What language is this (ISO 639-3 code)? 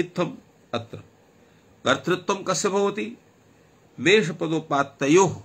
san